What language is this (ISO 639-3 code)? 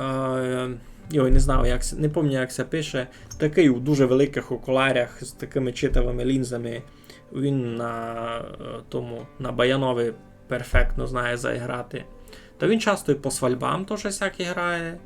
rue